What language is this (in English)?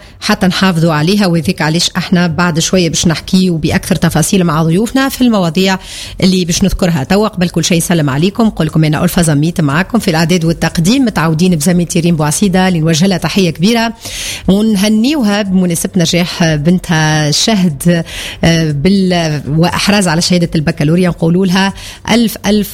Tunisian Arabic